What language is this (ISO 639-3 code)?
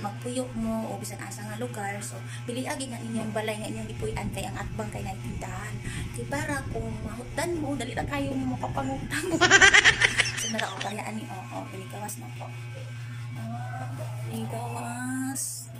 ceb